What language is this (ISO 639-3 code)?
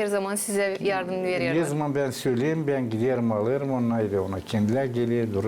gag